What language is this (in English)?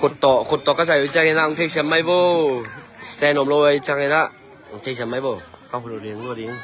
Tedim Chin